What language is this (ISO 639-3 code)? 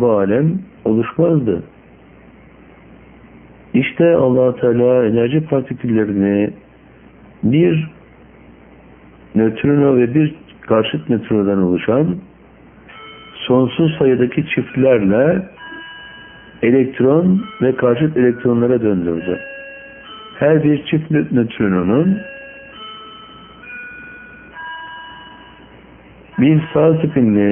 tur